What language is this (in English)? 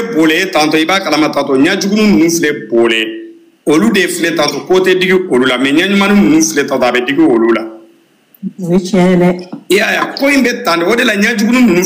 Bambara